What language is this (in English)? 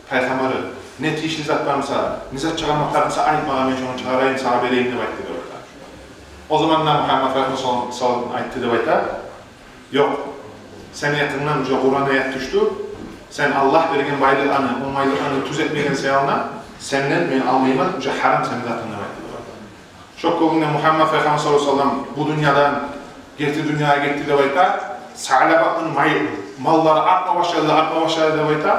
Kumyk